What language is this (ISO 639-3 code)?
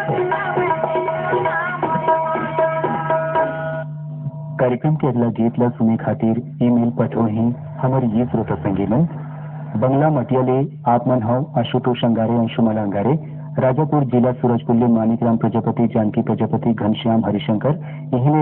hne